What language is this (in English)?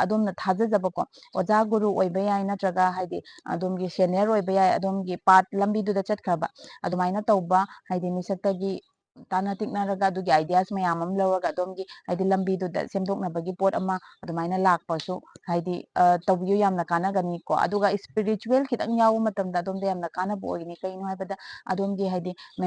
Manipuri